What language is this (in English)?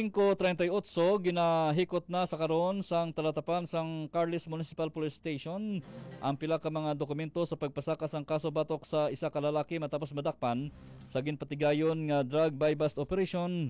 Hiligaynon